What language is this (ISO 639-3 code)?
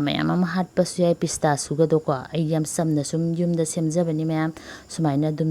mni